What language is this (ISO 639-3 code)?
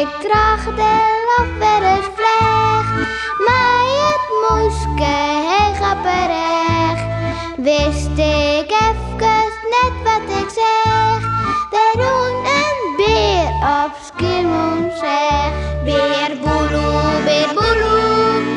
fry